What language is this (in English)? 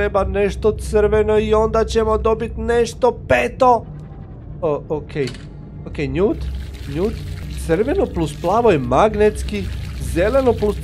Croatian